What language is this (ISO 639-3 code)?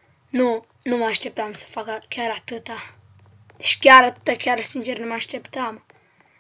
ron